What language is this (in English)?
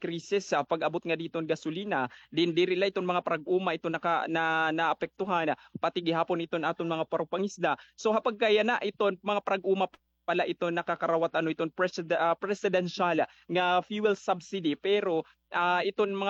Waray